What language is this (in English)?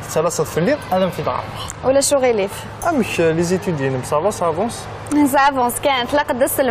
Kabyle